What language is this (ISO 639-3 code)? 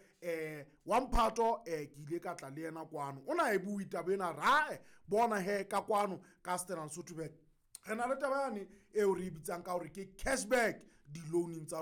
sot